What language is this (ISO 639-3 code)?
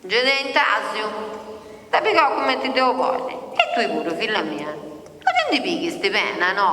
srd